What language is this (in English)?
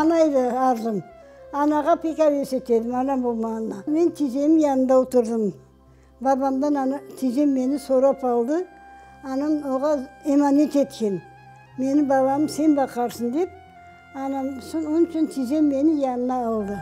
Crimean Tatar